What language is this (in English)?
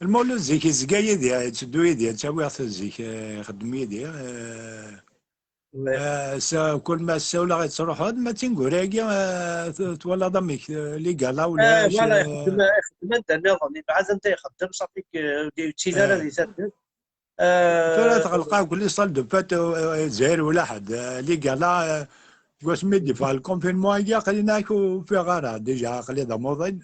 Kabyle